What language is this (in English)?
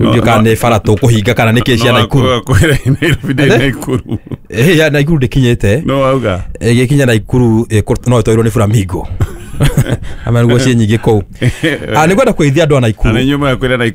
Kikuyu